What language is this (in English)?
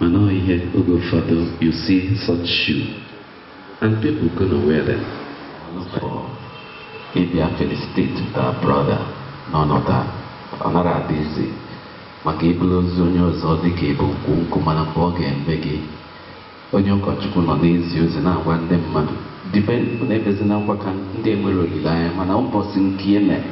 Igbo